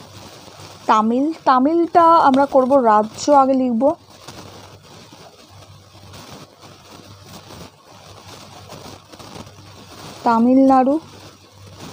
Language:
Bangla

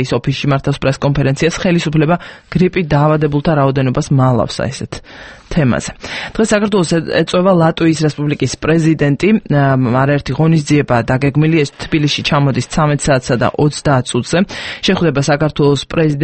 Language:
Georgian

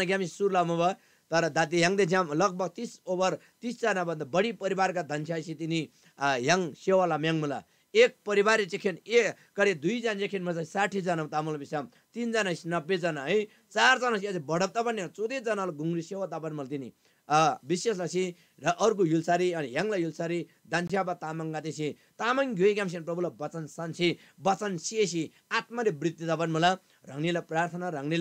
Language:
Eastern Tamang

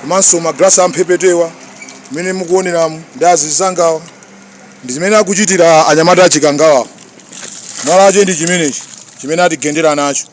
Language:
Nyanja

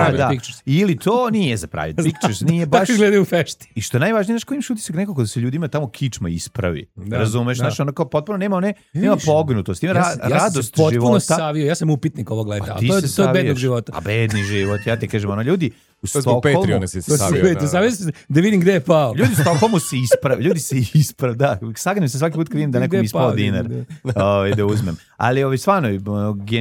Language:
Serbian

